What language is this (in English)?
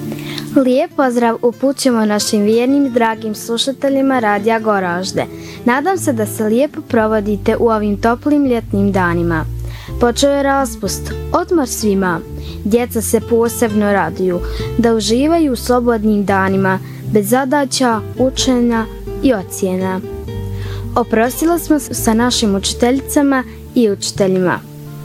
Bosnian